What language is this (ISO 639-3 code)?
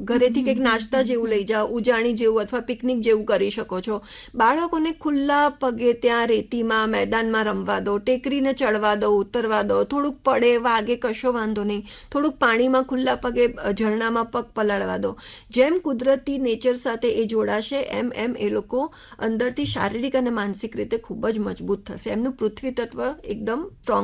guj